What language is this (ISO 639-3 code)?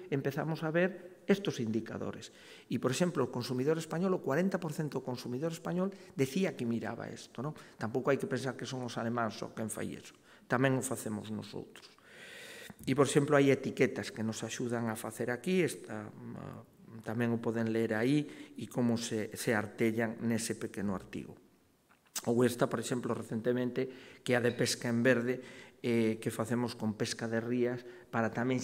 glg